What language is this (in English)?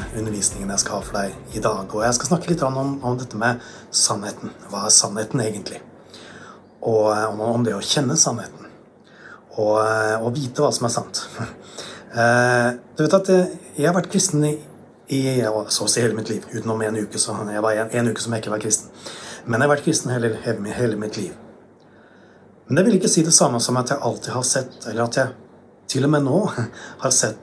Norwegian